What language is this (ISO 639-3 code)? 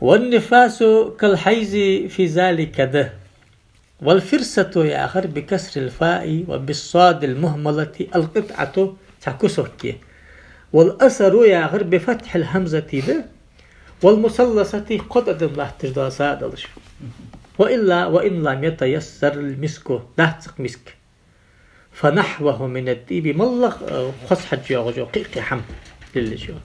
inh